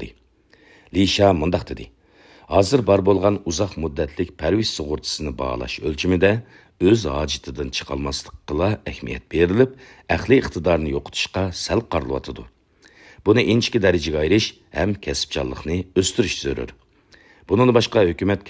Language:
Uyghur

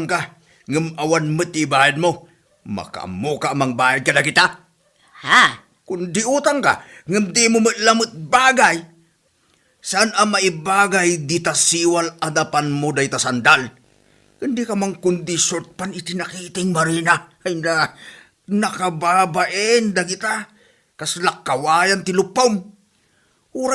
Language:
Iloko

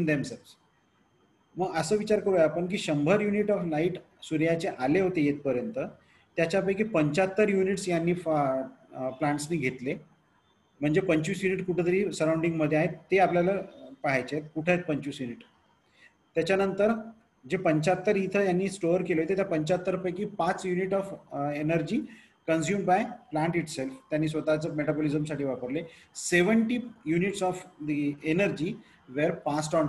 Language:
Marathi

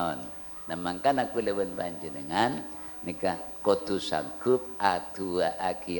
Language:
Madurese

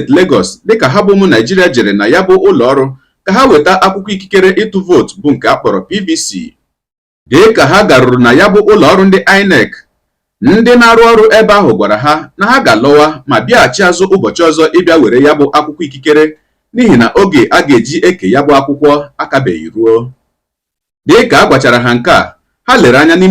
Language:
Igbo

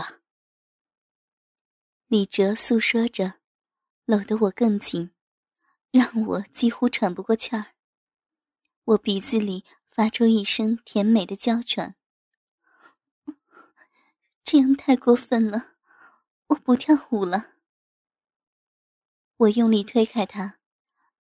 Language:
Chinese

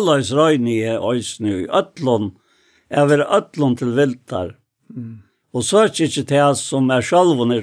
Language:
Faroese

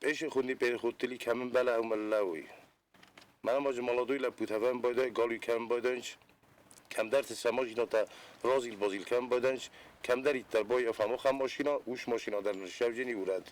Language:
Ossetic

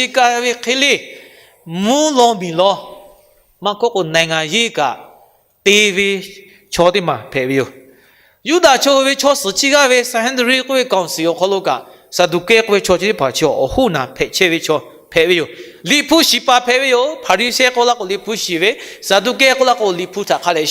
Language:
Lahu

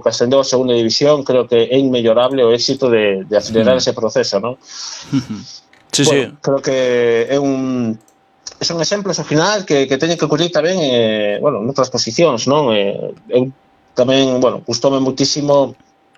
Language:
Galician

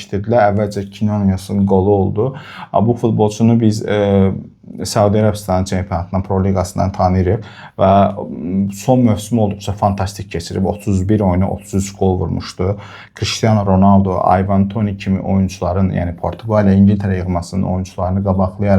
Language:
Azerbaijani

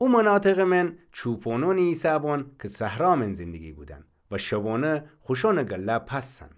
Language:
Gilaki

